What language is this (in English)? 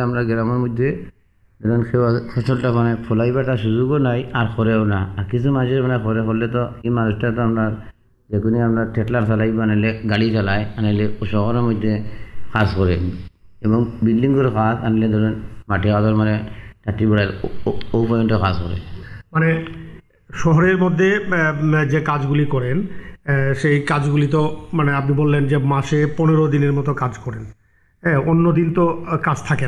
Bangla